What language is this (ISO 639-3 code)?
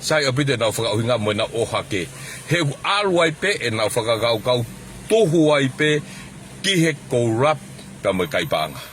ton